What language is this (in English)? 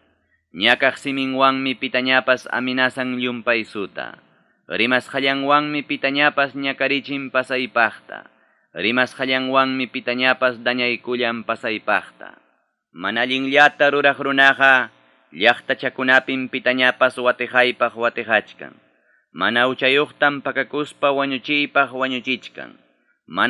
Ayacucho Quechua